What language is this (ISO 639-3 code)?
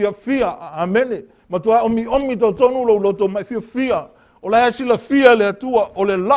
smo